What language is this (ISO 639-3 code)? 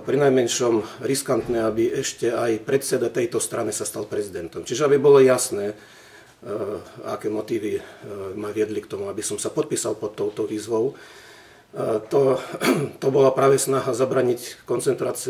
slk